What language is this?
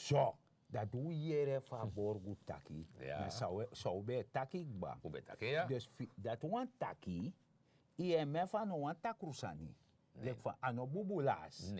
Sranan Tongo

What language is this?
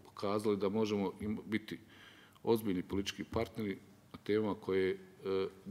Bosnian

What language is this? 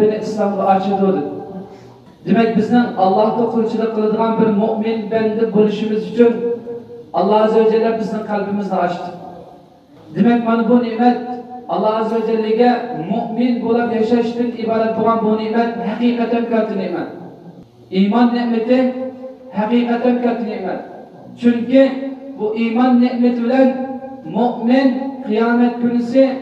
Uyghur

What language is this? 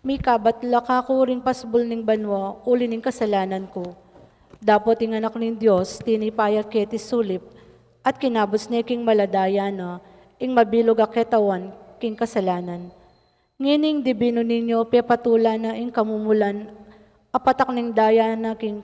Pampanga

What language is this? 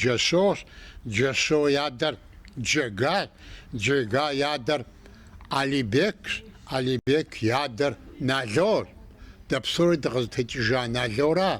Kabardian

